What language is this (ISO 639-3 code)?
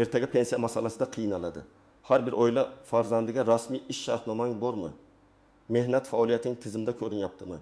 uzb